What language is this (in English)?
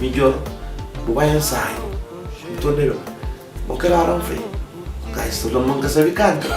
Kabuverdianu